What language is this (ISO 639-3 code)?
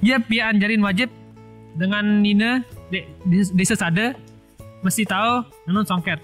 sas